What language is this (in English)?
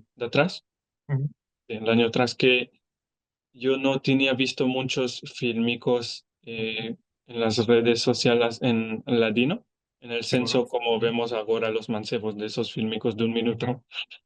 Ladino